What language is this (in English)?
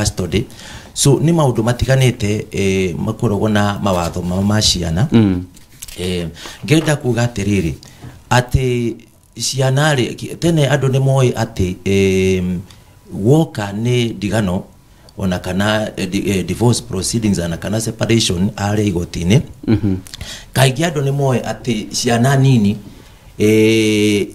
Kikuyu